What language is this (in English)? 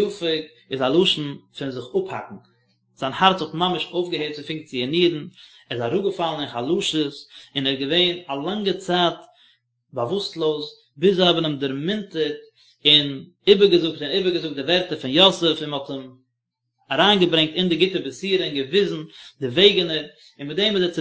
Yiddish